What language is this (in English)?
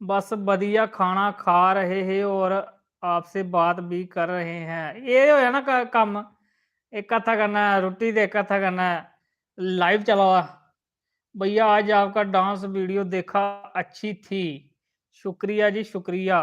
Dogri